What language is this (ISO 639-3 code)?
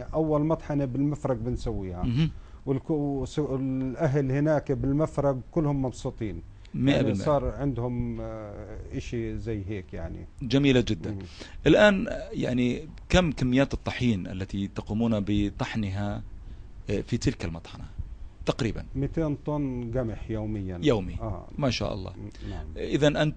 ajp